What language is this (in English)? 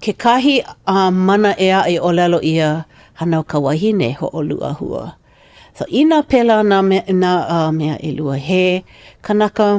Hawaiian